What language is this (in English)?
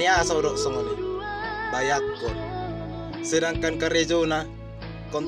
Batak Toba